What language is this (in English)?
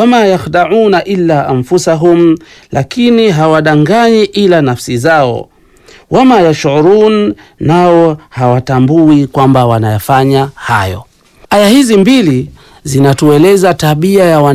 Swahili